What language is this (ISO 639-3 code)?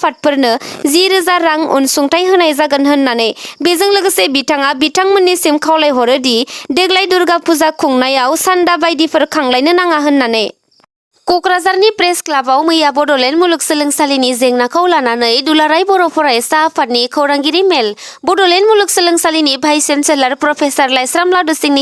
brx